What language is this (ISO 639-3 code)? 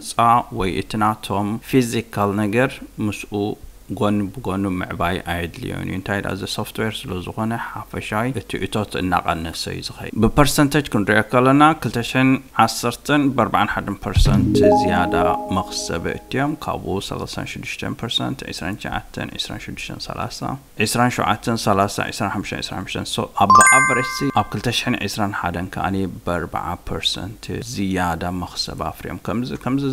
tir